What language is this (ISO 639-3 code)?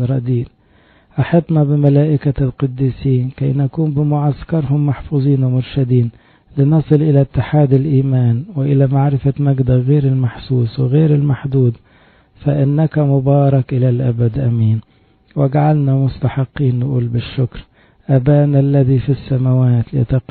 ara